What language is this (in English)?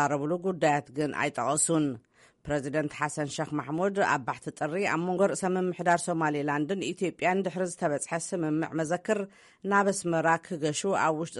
Tigrinya